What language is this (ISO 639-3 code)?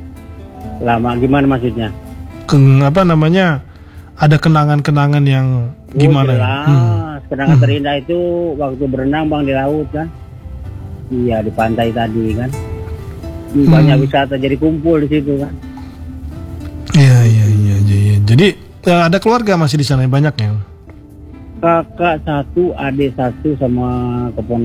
ind